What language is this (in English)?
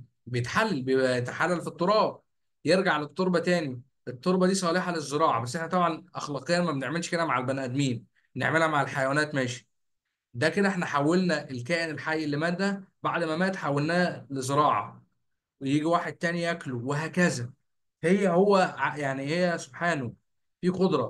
Egyptian Arabic